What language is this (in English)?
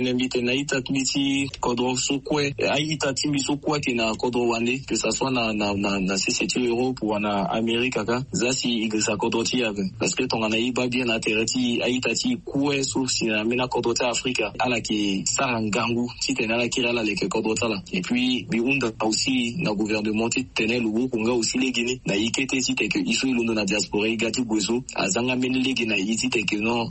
Sango